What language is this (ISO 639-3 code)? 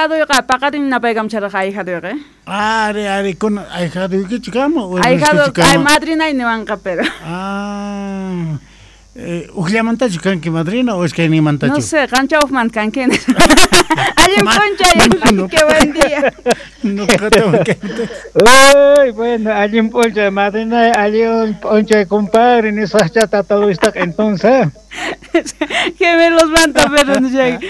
quh